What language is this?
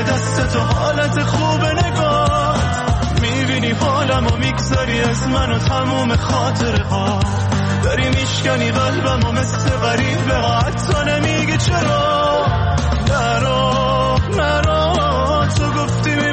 Persian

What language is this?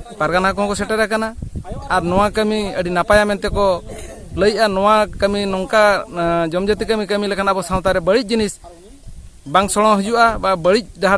Santali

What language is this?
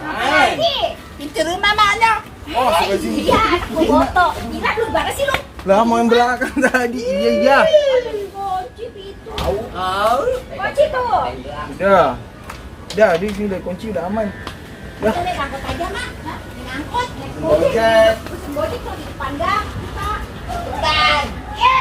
Betawi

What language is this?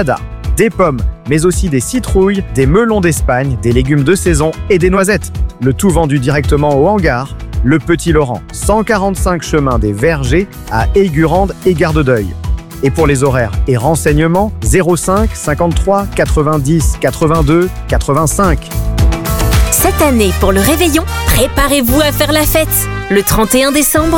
French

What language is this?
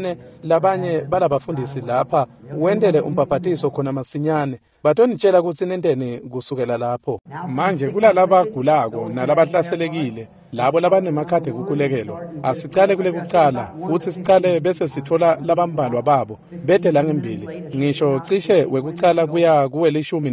Swati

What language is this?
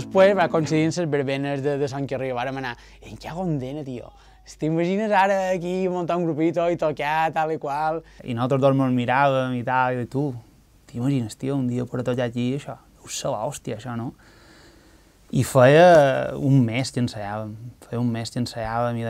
Catalan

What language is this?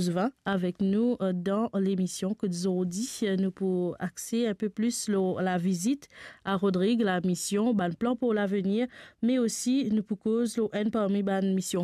Morisyen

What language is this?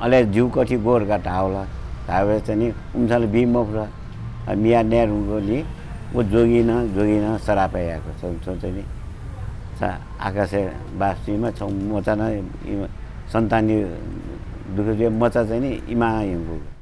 Newari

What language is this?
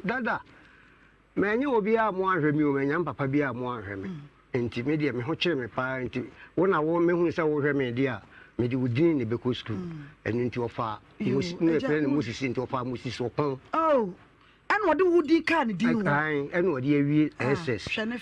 Akan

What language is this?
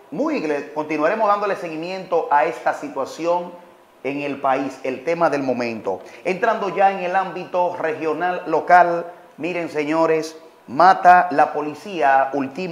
Spanish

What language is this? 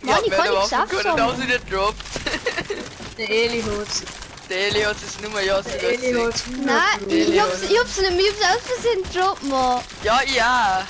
Bavarian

